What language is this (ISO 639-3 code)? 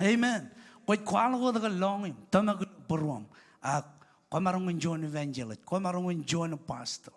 mah